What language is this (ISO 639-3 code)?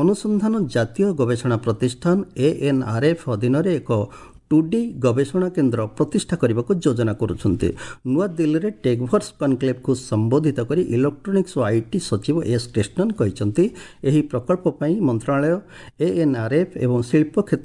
ori